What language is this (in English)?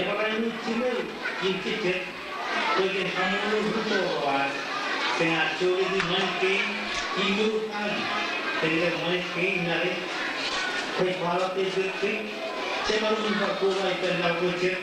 Marshallese